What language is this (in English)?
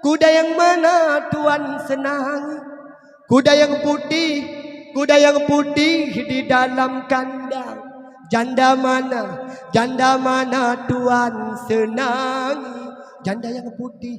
Achinese